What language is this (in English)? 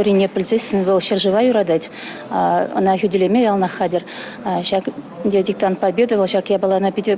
Chuvash